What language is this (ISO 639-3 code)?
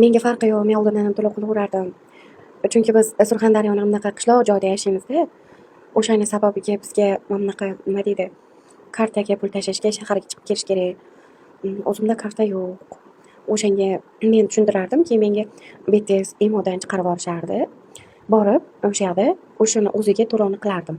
uzb